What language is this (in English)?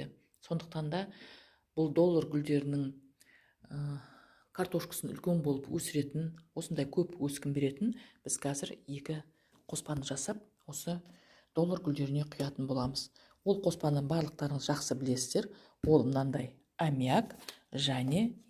Kazakh